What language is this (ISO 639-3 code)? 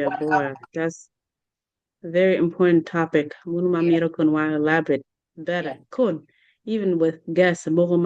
ach